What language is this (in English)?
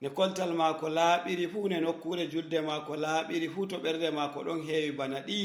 Fula